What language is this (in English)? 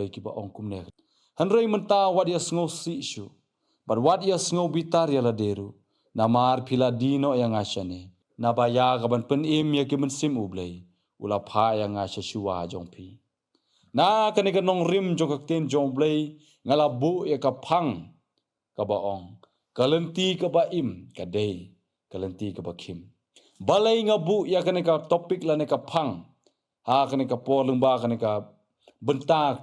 Khasi